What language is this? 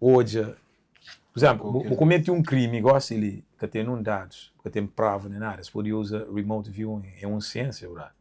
Kabuverdianu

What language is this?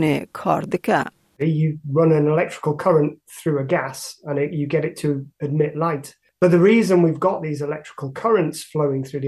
Kurdish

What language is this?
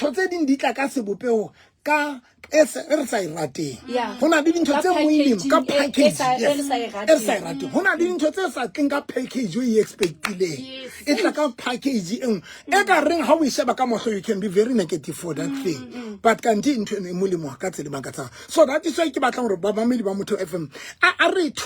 Southern Sotho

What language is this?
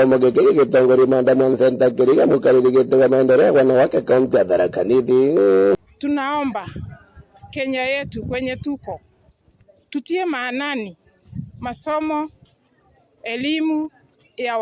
Meru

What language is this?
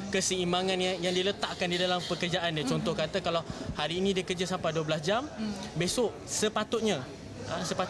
Malay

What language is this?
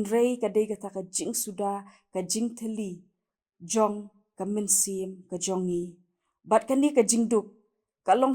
Khasi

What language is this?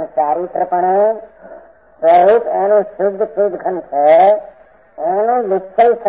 Gujarati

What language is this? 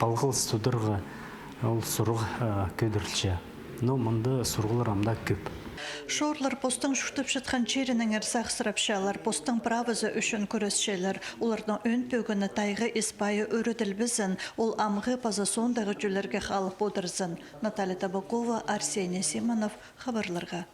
Khakas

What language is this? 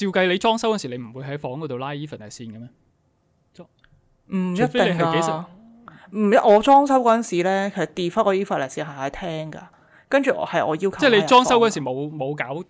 Cantonese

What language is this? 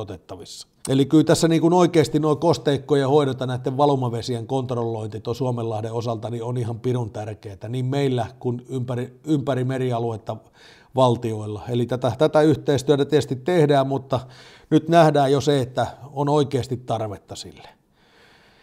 Finnish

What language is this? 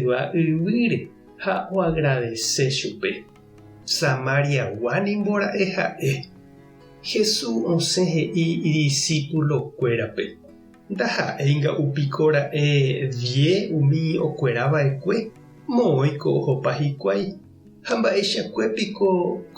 Guarani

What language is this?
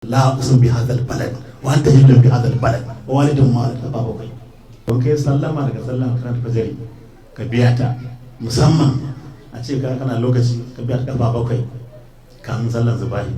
Hausa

